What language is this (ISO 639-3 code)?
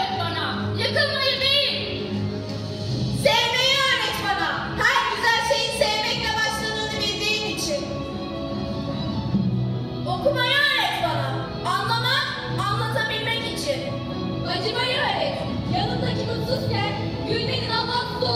tur